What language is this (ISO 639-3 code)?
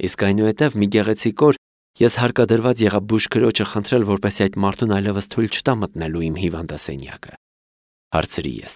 hye